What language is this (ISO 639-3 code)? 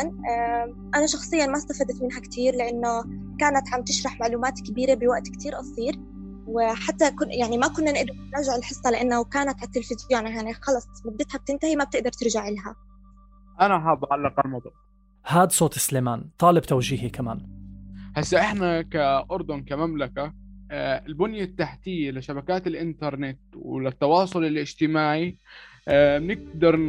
apc